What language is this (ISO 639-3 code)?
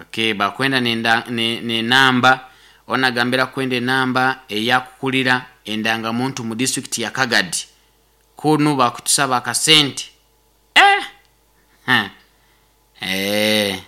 nyo